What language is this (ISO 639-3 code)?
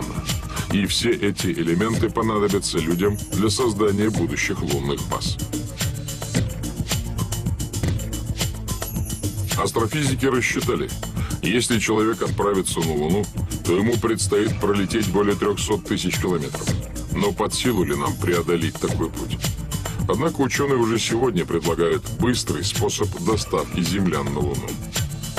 rus